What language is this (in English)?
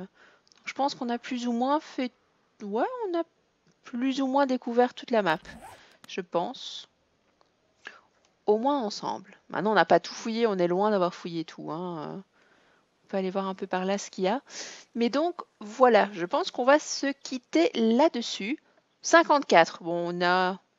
French